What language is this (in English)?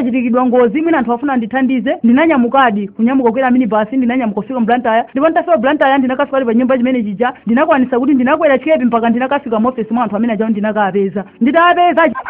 Nyanja